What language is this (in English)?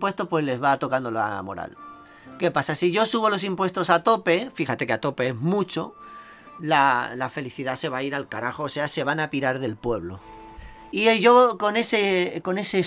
Spanish